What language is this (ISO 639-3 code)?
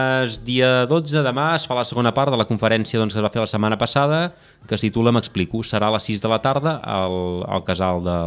cat